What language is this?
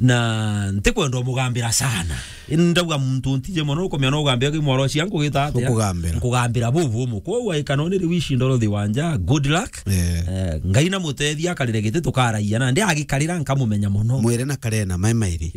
Meru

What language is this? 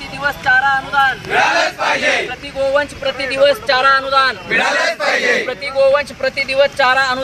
Marathi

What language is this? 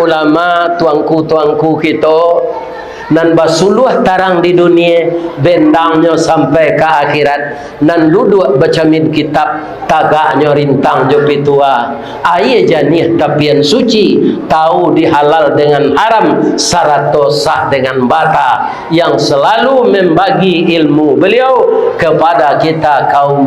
Minangkabau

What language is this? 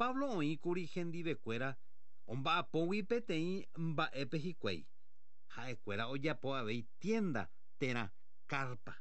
Guarani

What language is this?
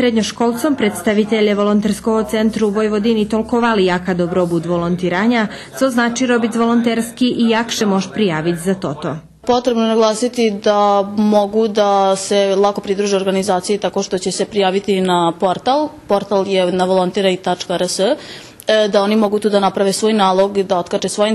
Rusyn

